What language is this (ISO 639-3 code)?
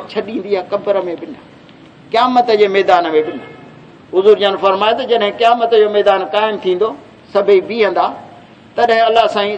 skr